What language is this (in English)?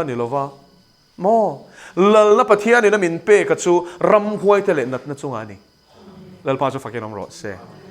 Mizo